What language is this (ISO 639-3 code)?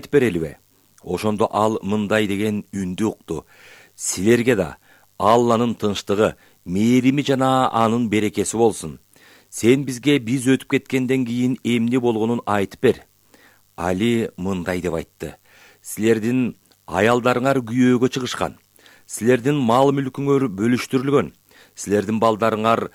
kir